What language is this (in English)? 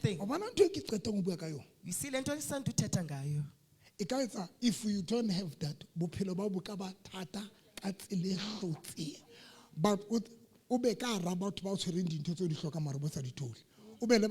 Southern Sotho